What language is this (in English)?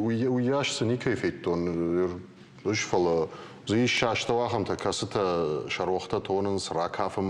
Ossetic